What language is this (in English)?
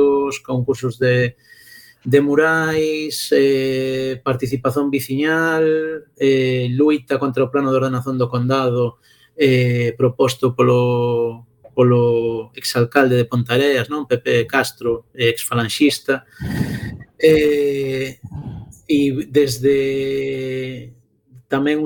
Galician